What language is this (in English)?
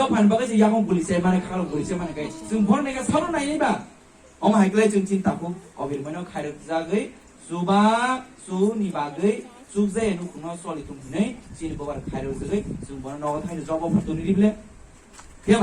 Kok Borok